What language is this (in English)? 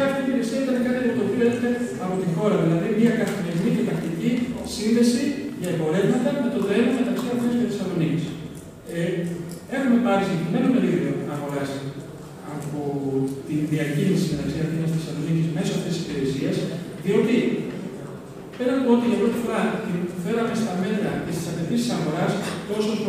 Greek